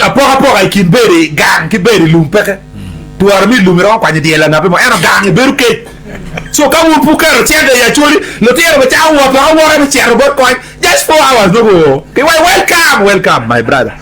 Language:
Acoli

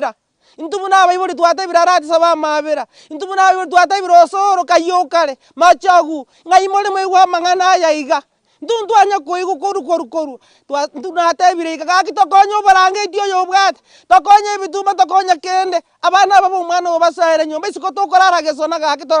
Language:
Gusii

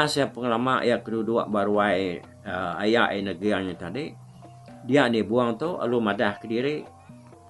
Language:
Iban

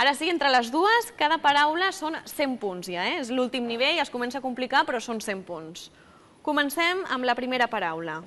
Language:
Catalan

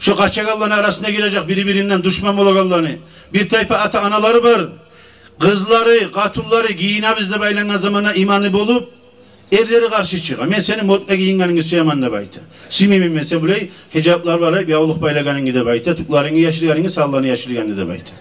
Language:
Kumyk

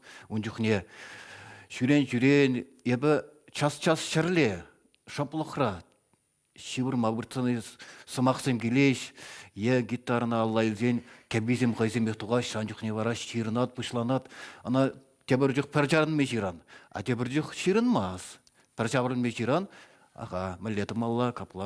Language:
Chuvash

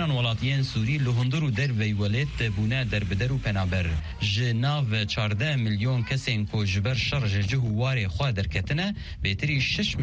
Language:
Kurdish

